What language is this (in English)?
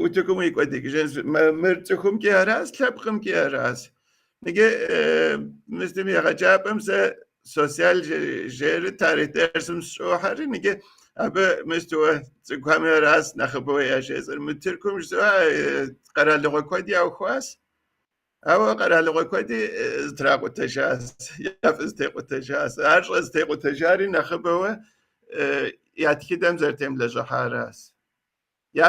Kabardian